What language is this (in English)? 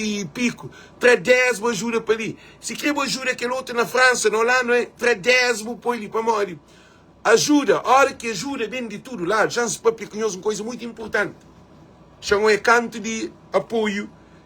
Kabuverdianu